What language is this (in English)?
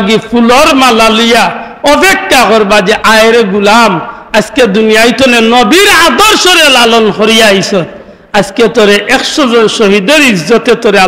Sylheti